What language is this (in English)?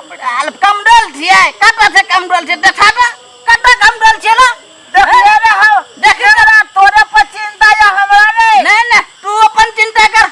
Maithili